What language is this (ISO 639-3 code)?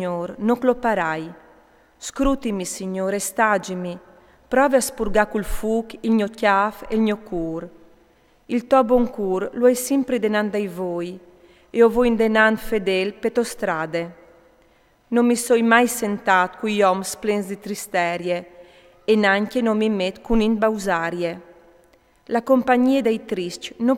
fur